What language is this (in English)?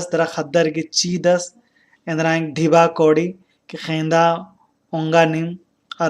Kurukh